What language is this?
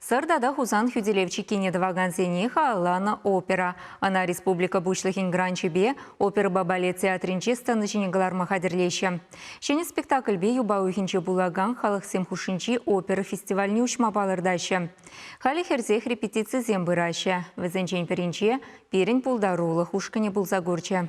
Chuvash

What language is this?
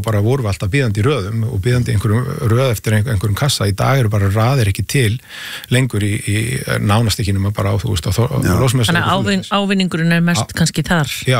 Icelandic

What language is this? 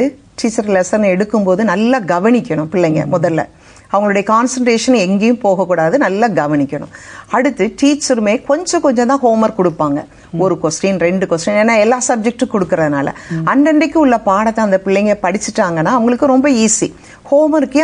Tamil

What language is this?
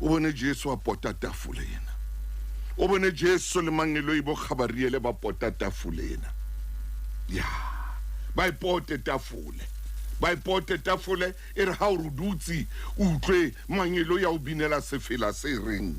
Southern Sotho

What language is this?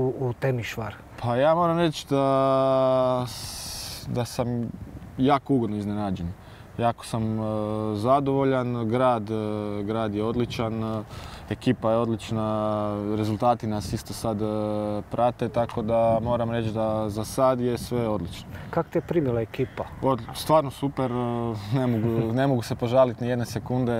Croatian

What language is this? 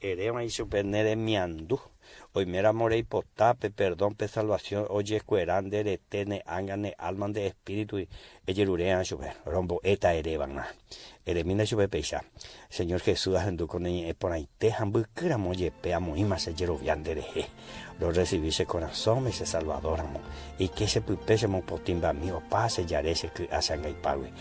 Guarani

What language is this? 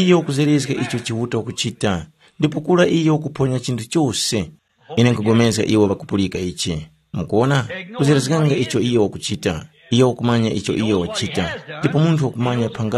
Tumbuka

